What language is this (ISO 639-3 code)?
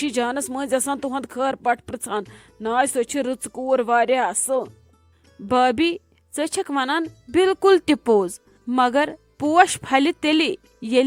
kas